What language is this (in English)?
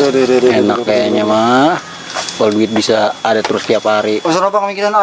Betawi